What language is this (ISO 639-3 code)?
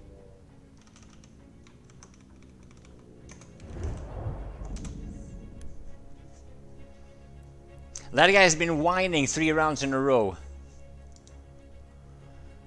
eng